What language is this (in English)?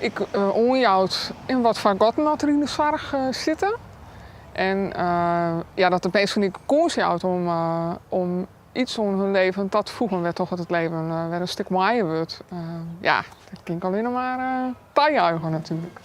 Western Frisian